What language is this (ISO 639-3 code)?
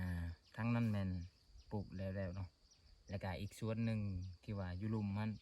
lao